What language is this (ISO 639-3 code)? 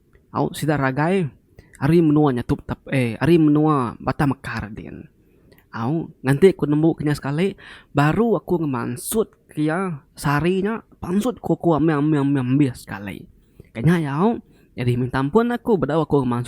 iba